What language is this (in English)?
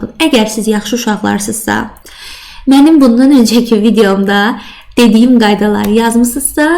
Azerbaijani